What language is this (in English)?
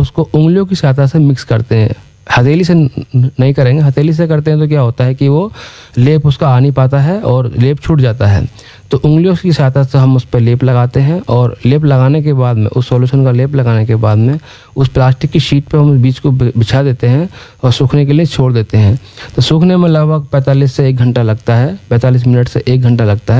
Hindi